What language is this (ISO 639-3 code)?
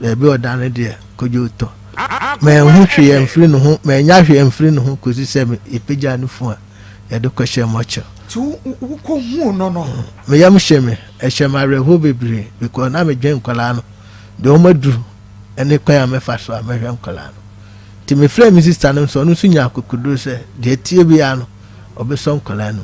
aka